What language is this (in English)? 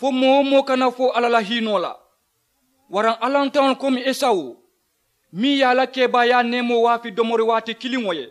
Mandingo